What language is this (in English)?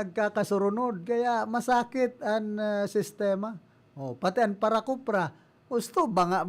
Bikol